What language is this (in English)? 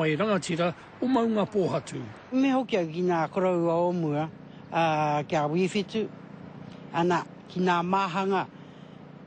Māori